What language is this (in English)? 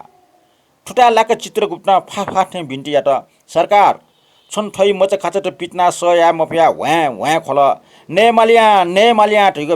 Newari